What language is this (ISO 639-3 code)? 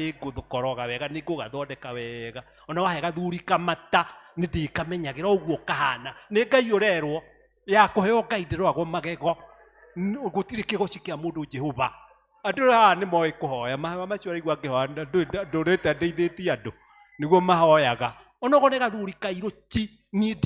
kik